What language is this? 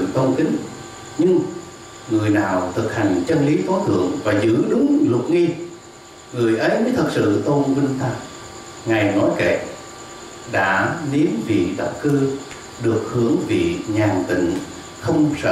Vietnamese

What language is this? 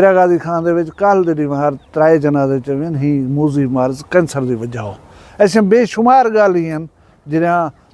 Saraiki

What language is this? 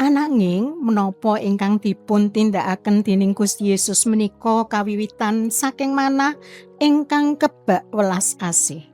Javanese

